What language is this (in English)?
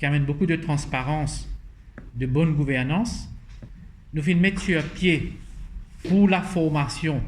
Morisyen